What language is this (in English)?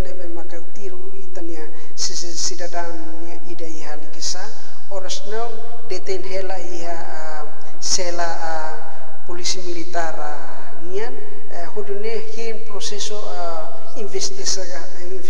Tetum